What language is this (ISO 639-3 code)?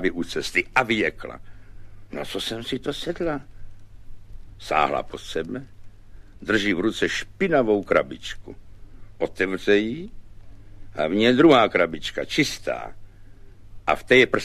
ces